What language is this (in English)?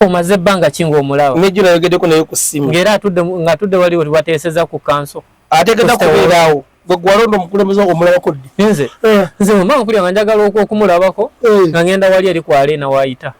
Ganda